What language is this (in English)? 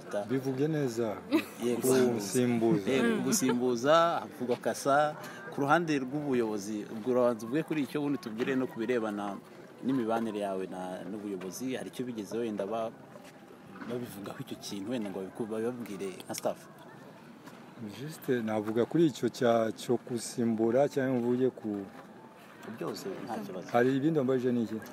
Kinyarwanda